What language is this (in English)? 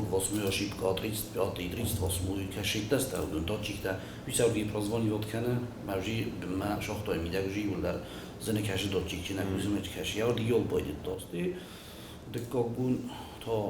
Ossetic